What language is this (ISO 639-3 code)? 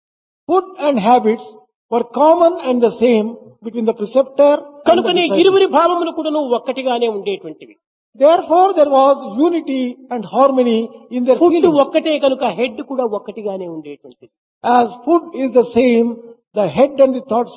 tel